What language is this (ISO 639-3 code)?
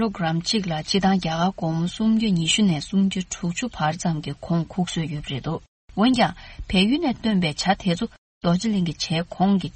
bod